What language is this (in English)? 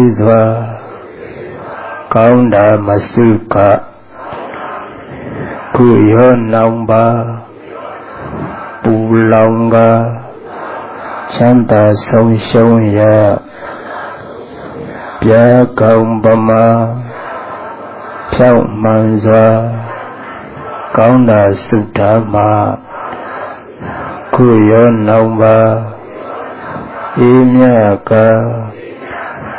Burmese